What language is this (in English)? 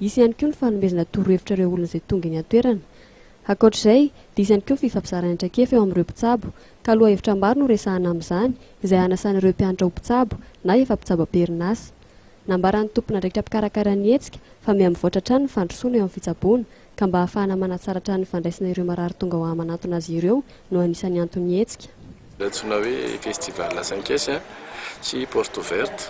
Malagasy